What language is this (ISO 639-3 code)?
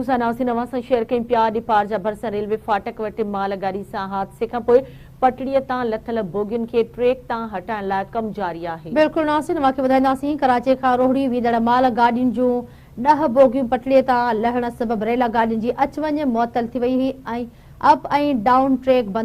snd